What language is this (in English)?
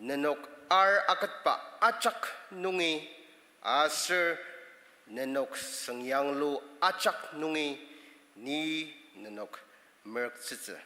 Ao Naga